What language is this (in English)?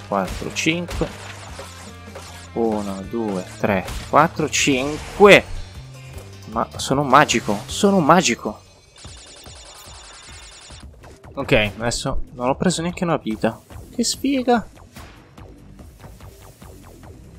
Italian